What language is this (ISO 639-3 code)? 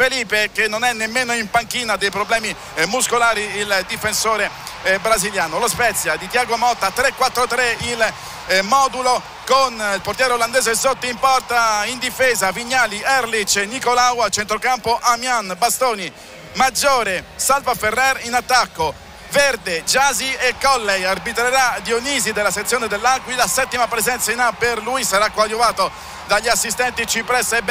ita